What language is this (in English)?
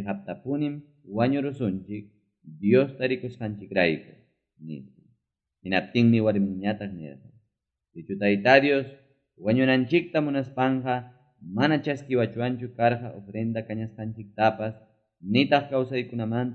Ayacucho Quechua